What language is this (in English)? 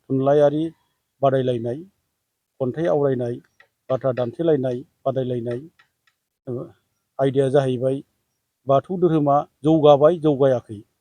Bodo